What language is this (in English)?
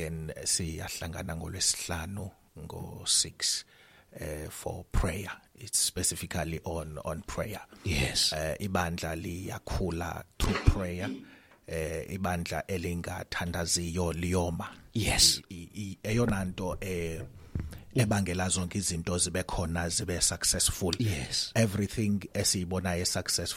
Xhosa